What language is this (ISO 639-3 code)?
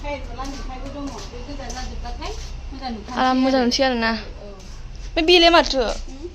brx